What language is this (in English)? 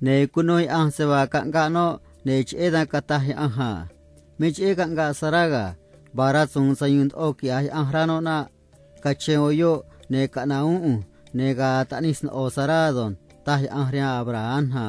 Copala Triqui